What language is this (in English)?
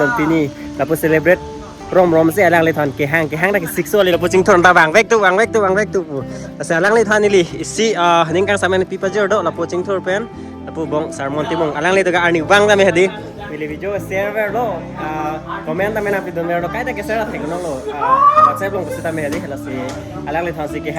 Karbi